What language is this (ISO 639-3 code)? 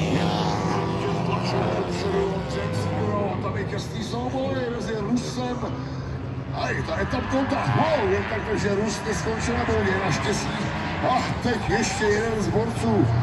ces